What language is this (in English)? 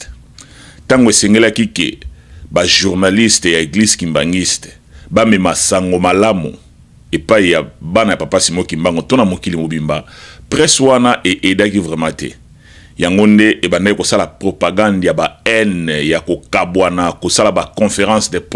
Lingala